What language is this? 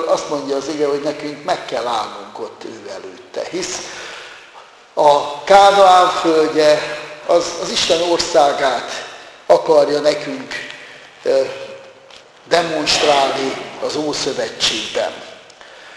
Hungarian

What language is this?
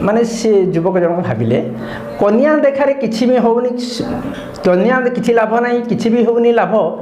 Odia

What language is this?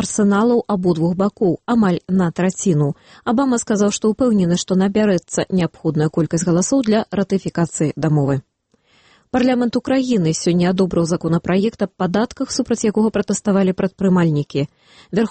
Belarusian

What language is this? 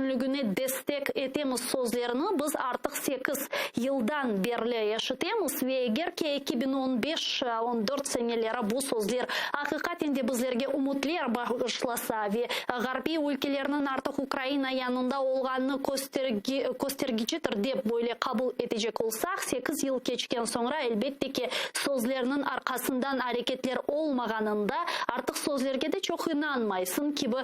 Crimean Tatar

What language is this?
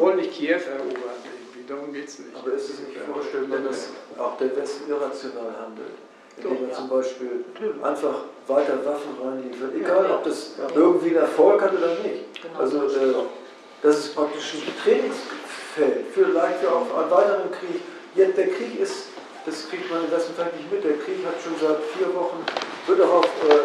German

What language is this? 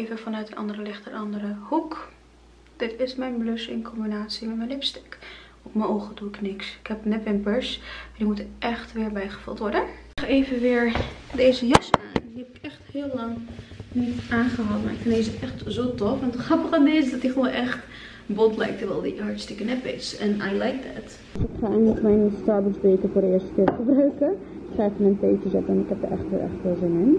Dutch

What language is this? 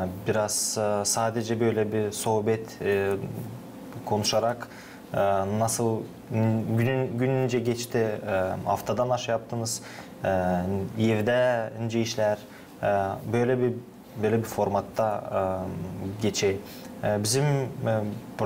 Gagauz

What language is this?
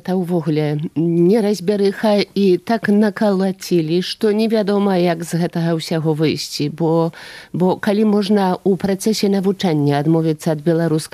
Belarusian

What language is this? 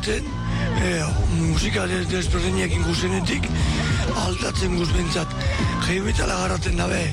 Basque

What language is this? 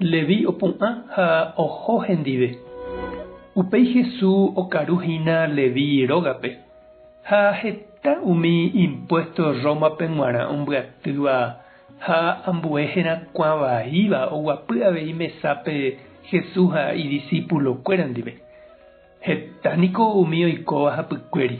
Guarani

